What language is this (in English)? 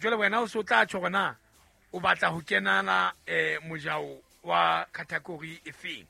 Southern Sotho